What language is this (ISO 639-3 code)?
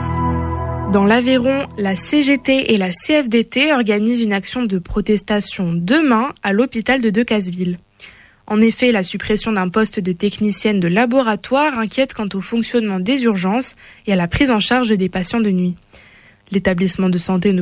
fra